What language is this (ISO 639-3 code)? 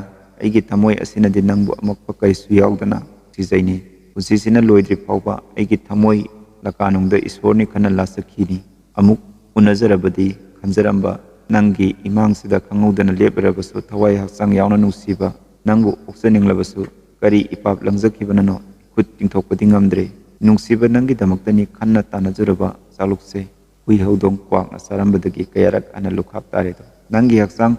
mni